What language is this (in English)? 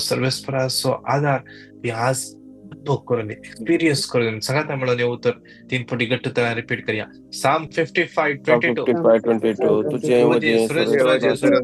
Konkani